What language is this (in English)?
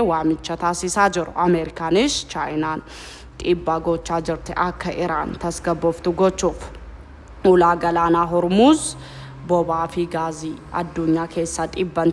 Oromo